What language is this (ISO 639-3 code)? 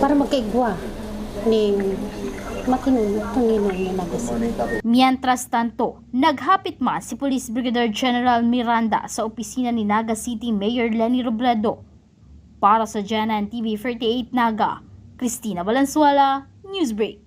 bik